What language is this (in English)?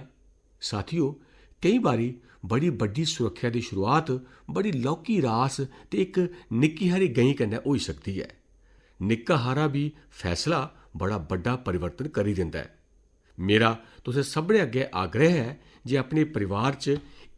Dogri